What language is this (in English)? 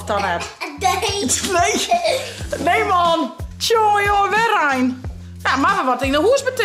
Western Frisian